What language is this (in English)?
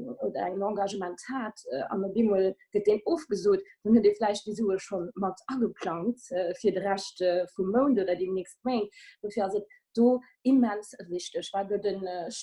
Luxembourgish